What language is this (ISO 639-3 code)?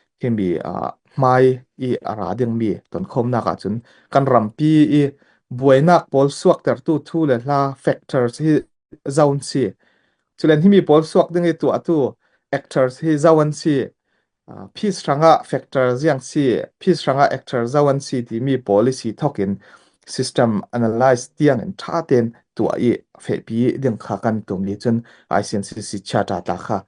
cfm